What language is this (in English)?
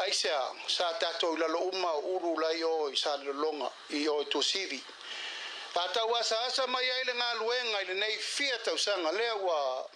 Samoan